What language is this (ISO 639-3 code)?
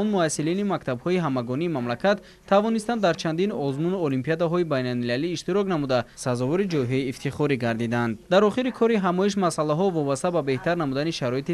tgk